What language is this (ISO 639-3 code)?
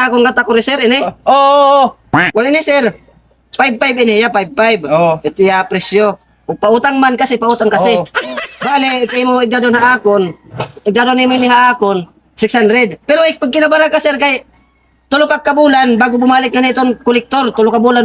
war